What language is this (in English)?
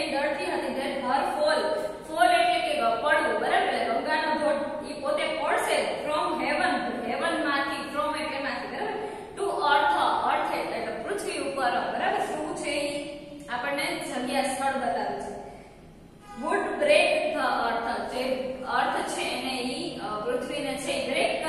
Gujarati